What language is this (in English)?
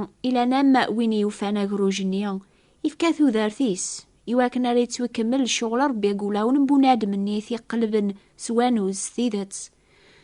Kabyle